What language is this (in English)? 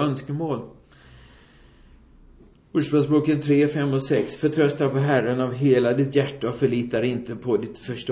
Swedish